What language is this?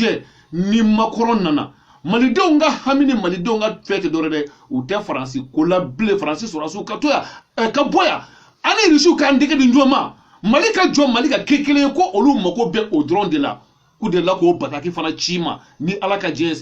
Bambara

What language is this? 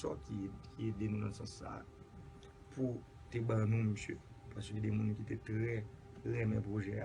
Haitian Creole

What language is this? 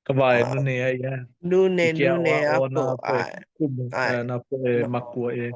Hawaiian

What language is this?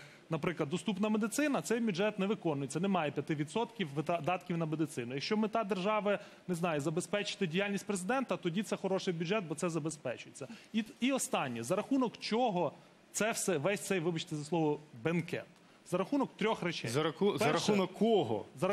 Ukrainian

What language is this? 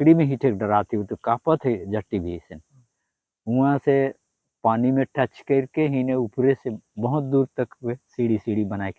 Sadri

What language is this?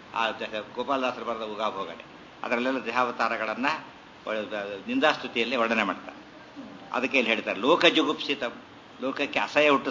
Kannada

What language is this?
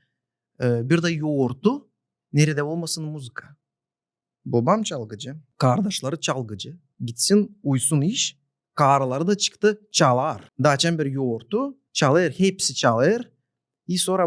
Gagauz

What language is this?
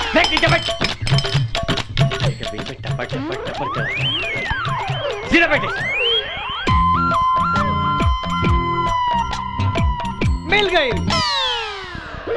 Bhojpuri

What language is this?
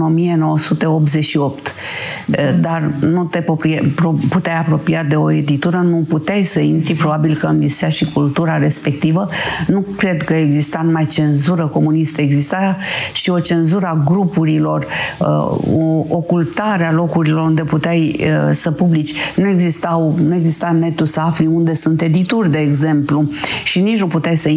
Romanian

